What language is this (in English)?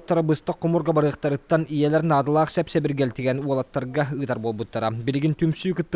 Yakut